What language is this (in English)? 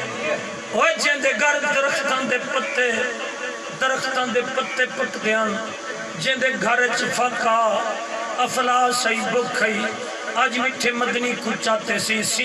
Saraiki